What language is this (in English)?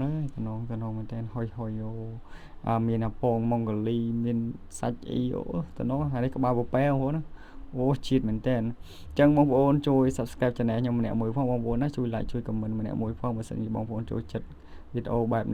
Khmer